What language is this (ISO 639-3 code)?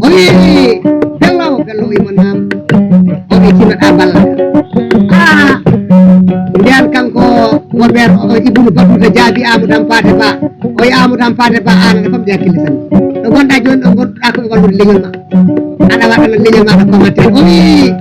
ful